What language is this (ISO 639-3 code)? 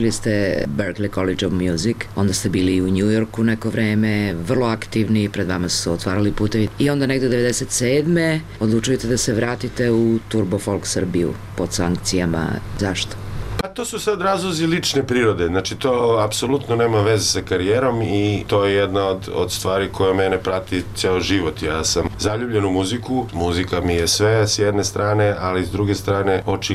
srp